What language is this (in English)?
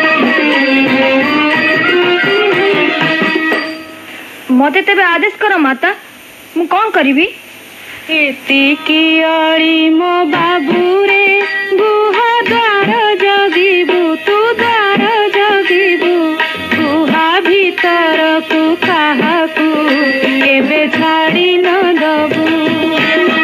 Odia